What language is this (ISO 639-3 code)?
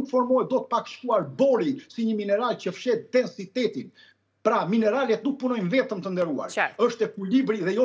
sqi